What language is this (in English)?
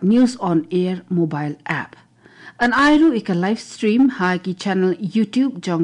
Khasi